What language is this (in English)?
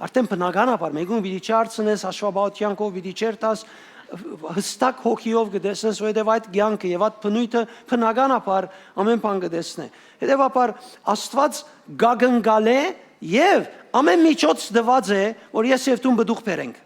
Western Armenian